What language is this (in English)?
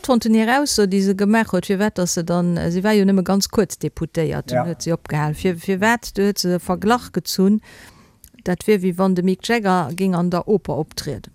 Luxembourgish